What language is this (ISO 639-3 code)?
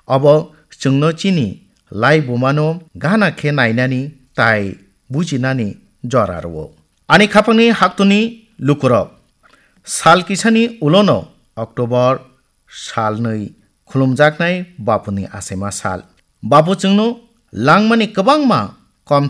trp